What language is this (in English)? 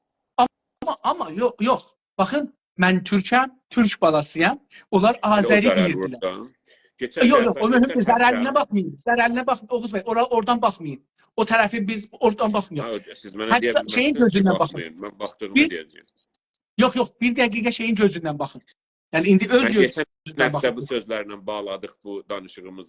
South Azerbaijani